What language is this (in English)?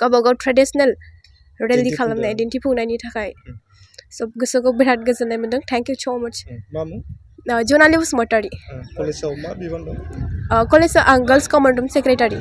Bodo